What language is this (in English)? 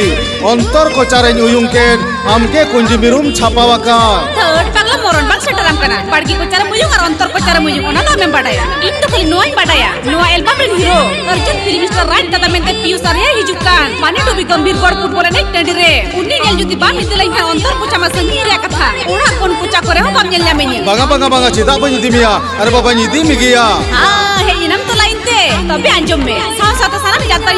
Santali